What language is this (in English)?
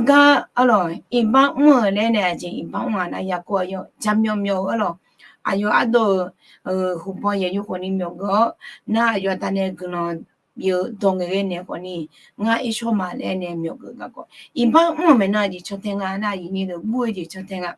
Akha